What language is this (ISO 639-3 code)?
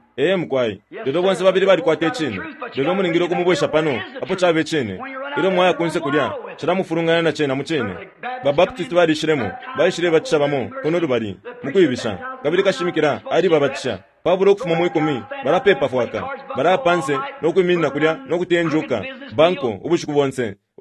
bem